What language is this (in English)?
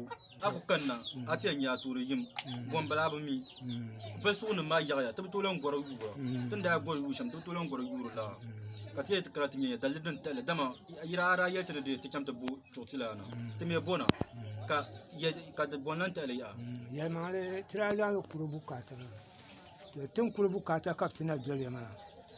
Dagbani